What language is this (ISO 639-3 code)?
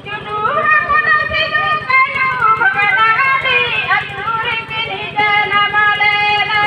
sat